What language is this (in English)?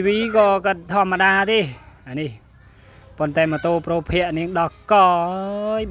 Khmer